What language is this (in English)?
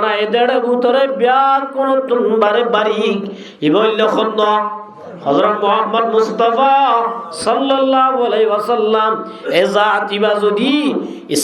Rohingya